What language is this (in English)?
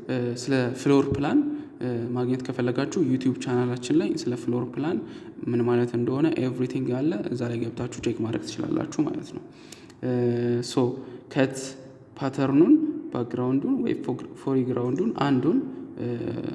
Amharic